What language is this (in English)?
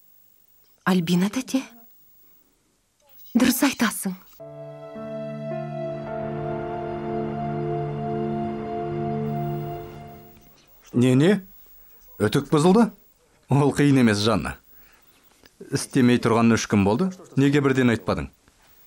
Kazakh